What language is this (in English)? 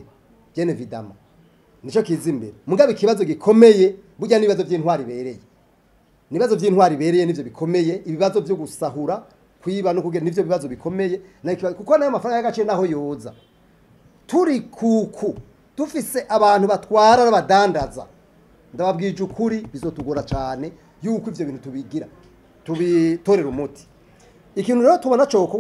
Rundi